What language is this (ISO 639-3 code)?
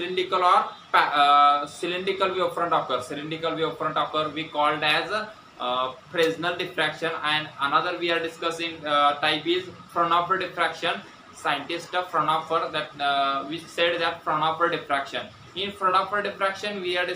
mar